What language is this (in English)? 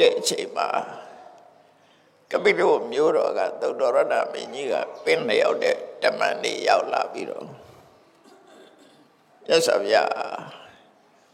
Burmese